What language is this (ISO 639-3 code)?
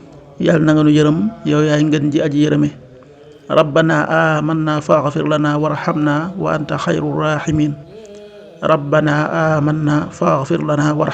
wol